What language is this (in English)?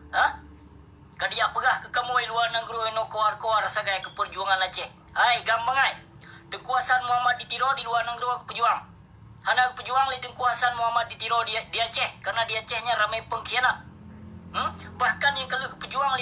Achinese